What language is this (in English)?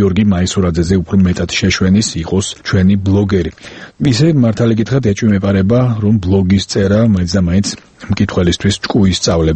Georgian